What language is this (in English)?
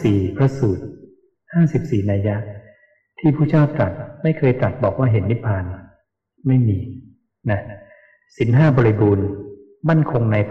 Thai